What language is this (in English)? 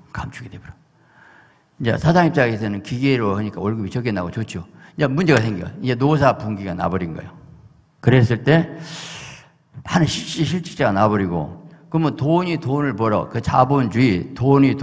Korean